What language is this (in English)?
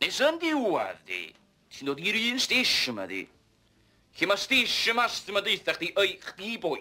Welsh